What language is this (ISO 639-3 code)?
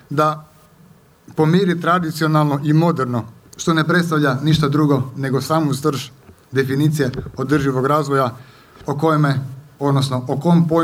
hrv